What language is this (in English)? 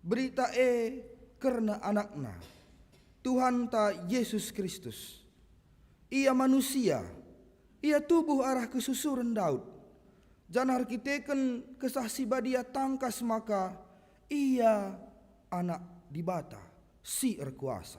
Batak Karo